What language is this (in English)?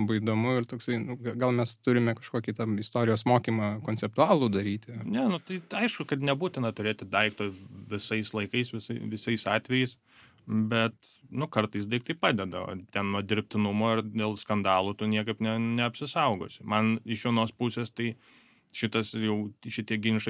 Lithuanian